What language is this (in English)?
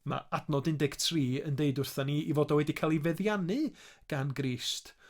Welsh